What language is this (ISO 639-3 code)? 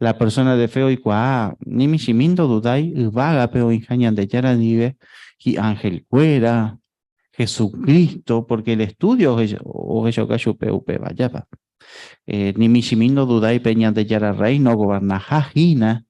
grn